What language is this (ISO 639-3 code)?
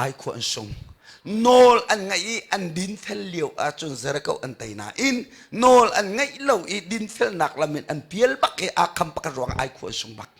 cnh